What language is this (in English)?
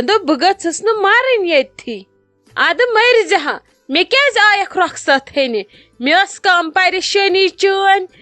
Kashmiri